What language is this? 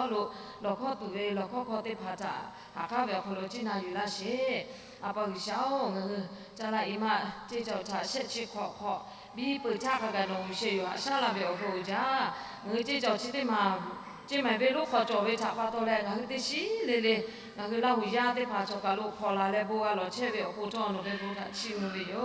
Lahu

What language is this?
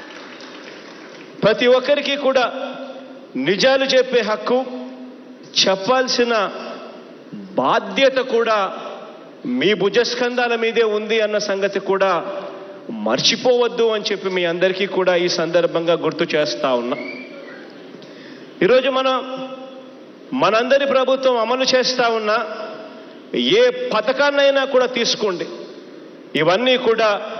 Telugu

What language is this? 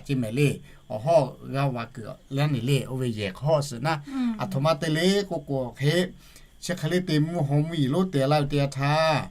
Lahu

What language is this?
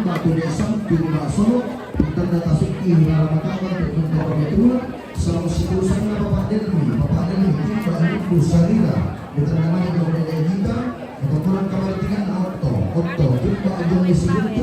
Toraja-Sa'dan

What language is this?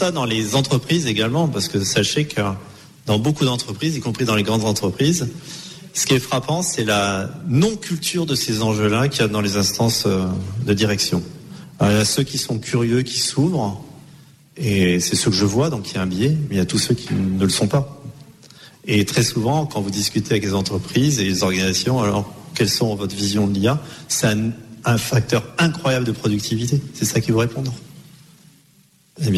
French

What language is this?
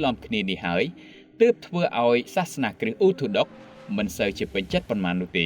Khmer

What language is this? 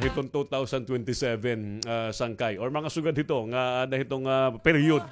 Waray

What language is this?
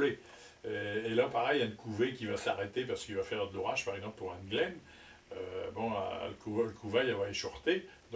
Picard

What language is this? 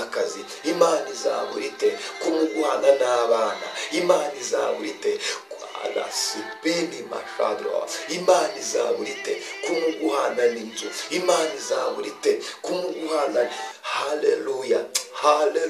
Kinyarwanda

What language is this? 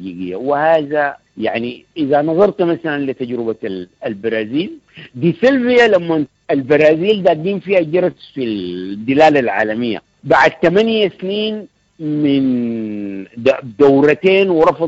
Sudanese Arabic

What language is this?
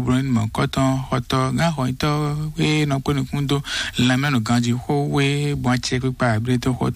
Fon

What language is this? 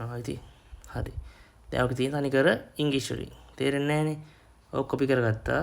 Sinhala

